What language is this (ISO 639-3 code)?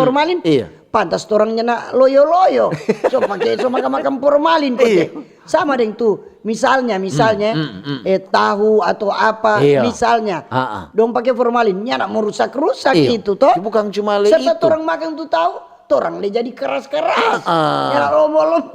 xmm